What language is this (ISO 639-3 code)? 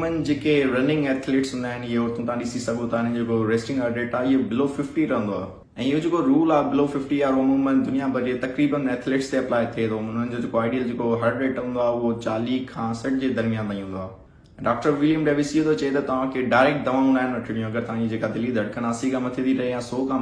snd